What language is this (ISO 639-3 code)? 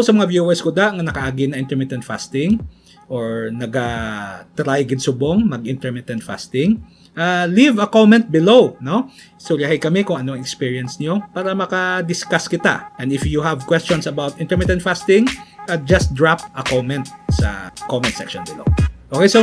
hil